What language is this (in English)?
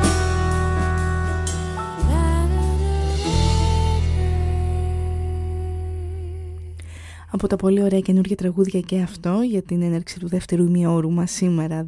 Greek